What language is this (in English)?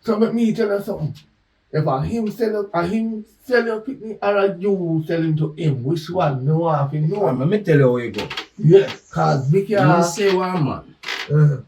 Jamaican Creole English